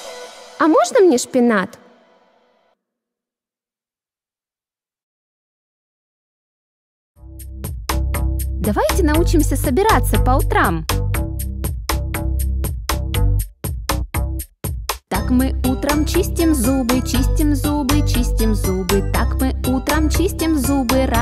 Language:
Russian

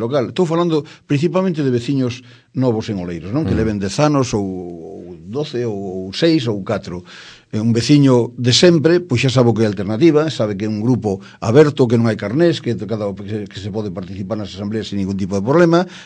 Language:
Galician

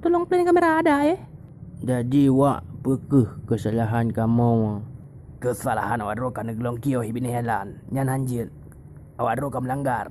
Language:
Achinese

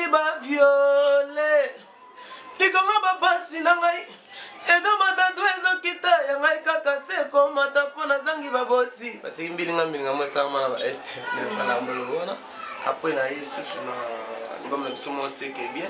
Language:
Lingala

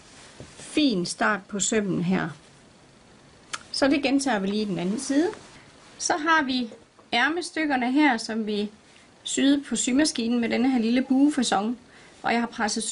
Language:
Danish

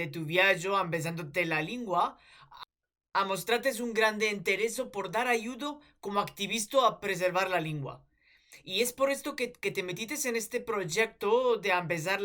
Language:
Ladino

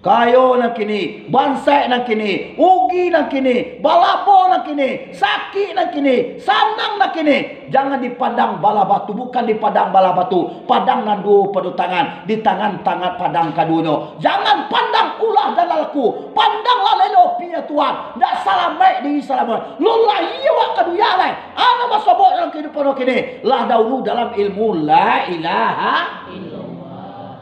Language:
Minangkabau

